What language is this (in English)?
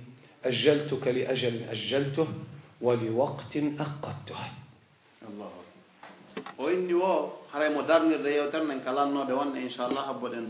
Pular